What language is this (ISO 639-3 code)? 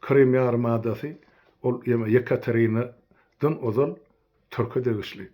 tuk